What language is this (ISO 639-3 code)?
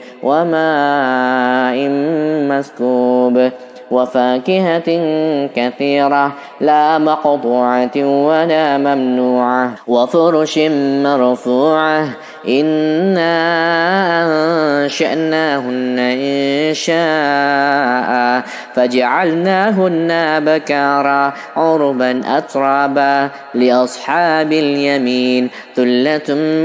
ara